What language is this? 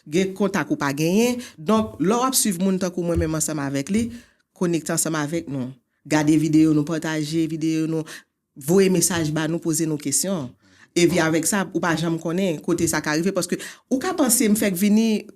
Haitian Creole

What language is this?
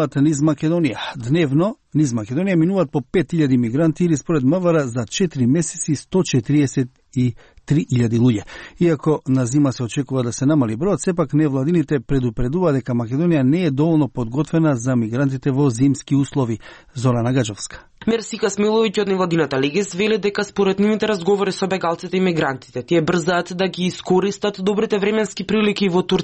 Macedonian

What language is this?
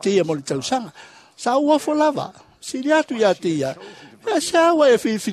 Samoan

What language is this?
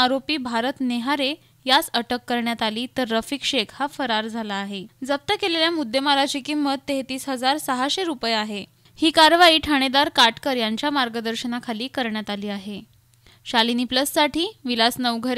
Marathi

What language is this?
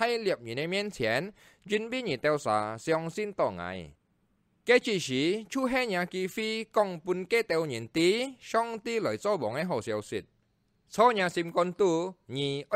Hakka Chinese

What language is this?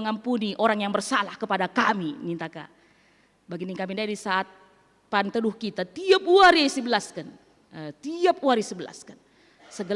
Batak Karo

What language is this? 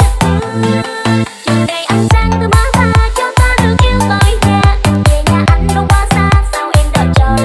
Vietnamese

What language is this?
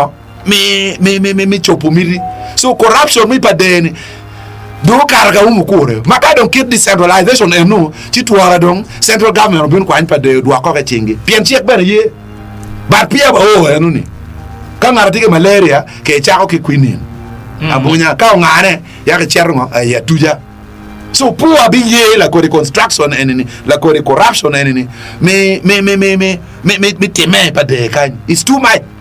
Acoli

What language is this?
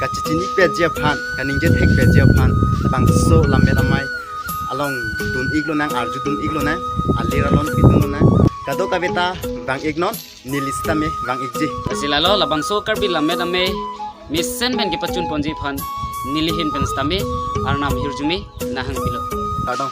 Karbi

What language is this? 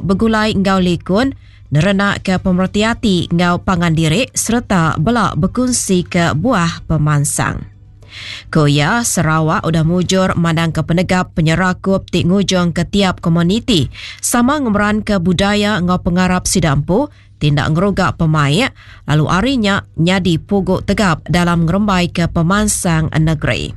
Iban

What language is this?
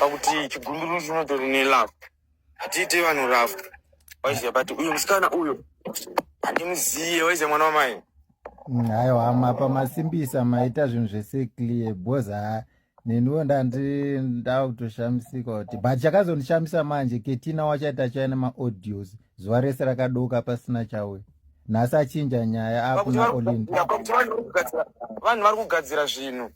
Shona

